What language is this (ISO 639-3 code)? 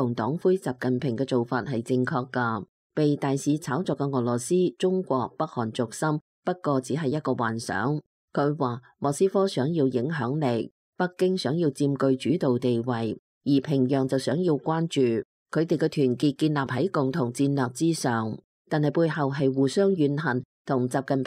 yue